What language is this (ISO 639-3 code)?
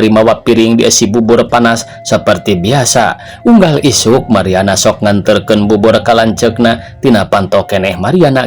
sun